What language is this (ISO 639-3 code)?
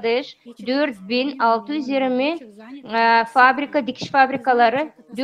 gag